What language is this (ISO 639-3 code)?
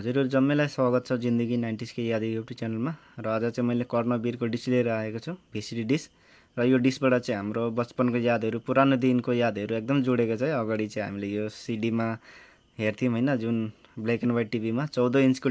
nep